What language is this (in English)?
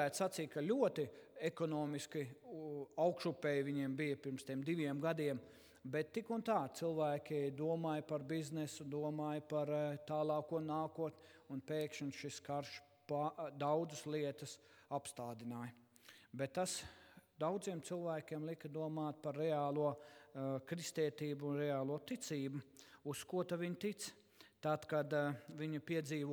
Latvian